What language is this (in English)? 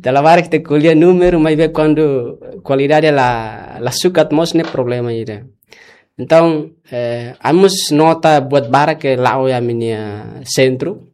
Tetum